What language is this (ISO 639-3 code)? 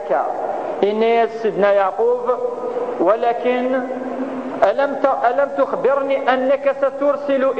kab